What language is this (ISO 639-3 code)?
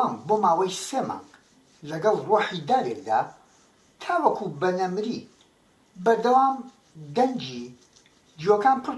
ckb